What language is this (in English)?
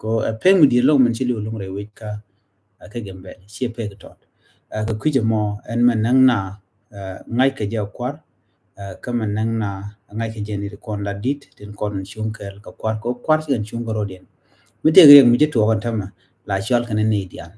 Nuer